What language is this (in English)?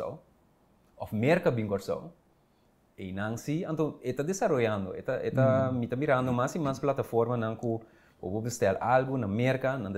Papiamento